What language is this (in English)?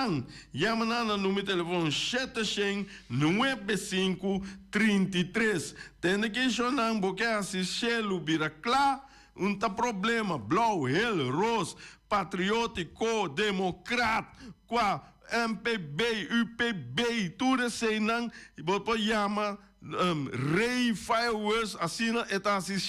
Papiamento